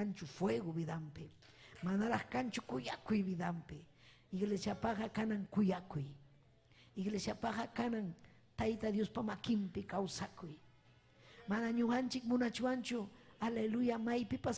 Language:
Ayacucho Quechua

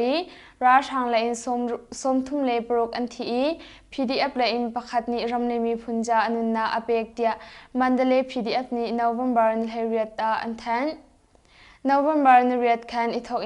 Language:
Hakha Chin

